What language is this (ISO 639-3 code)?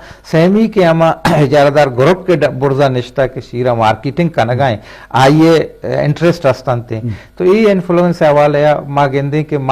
bgp